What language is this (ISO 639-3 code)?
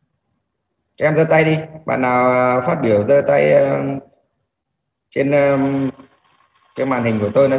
vie